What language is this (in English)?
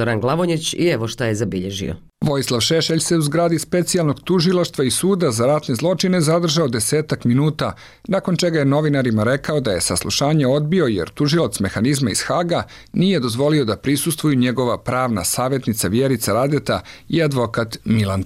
Bosnian